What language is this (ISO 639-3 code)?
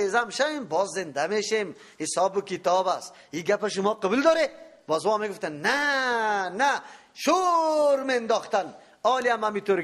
fas